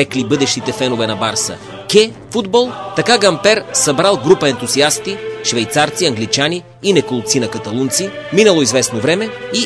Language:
Bulgarian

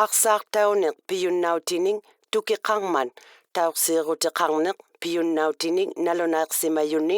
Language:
Inuktitut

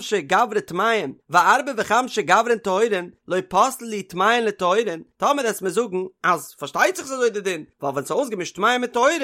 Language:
Yiddish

